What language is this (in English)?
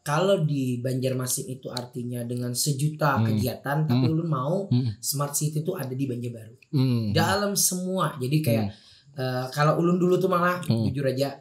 Banjar